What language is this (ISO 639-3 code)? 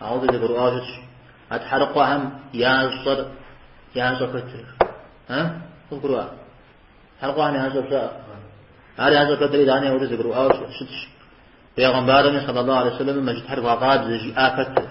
kbd